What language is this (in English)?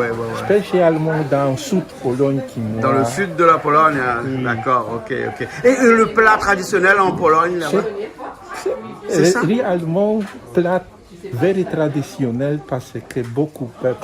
Réunion Creole French